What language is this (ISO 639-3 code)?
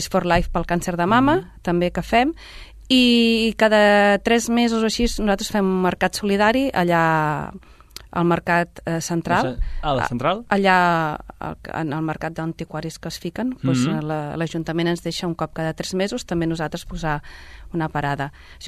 cat